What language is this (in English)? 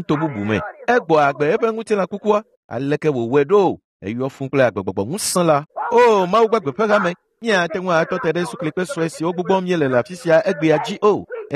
Ewe